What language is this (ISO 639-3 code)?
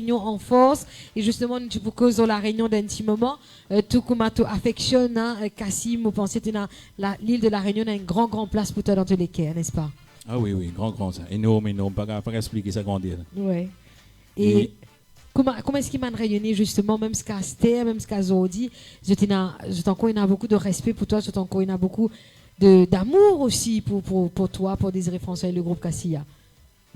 mfe